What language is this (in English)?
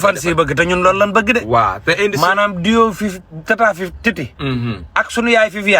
Wolof